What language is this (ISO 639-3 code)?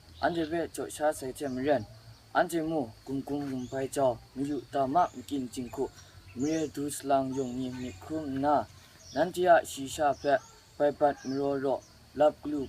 kac